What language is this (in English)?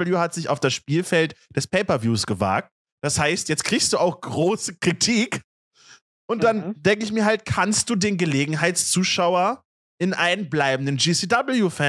German